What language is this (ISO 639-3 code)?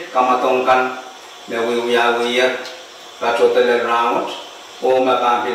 pon